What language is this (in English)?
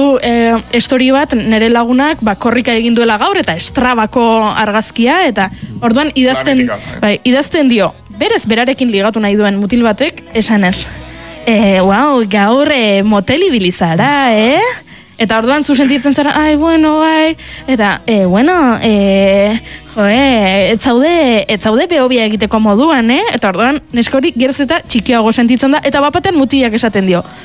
Basque